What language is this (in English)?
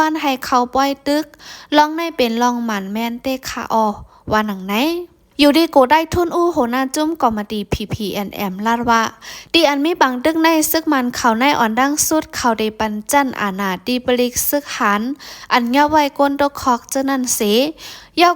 Shan